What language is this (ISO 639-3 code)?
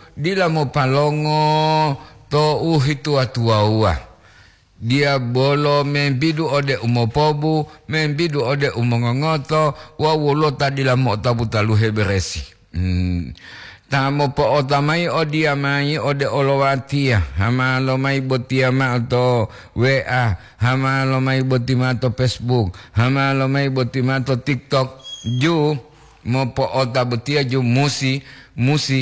gor